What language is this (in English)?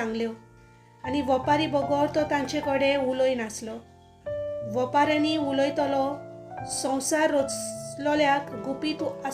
Konkani